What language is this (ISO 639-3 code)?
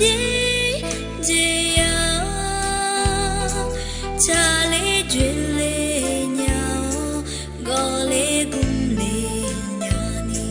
ahk